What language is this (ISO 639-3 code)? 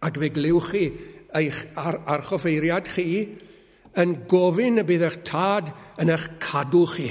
cym